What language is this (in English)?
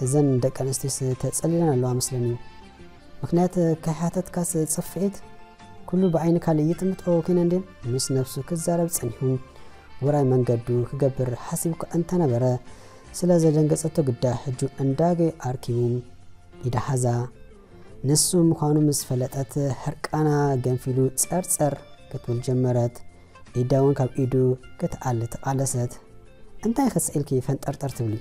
Tigrinya